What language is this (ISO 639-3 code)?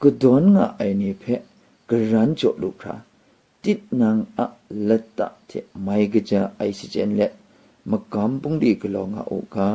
kac